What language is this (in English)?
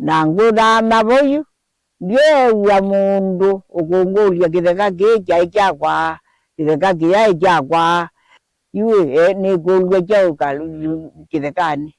Kamba